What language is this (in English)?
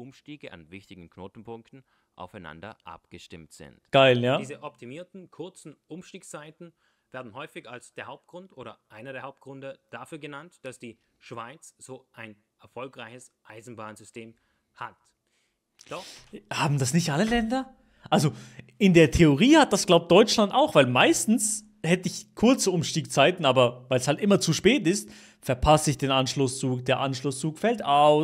Swiss German